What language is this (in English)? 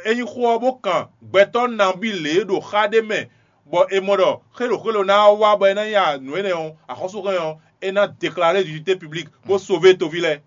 Fon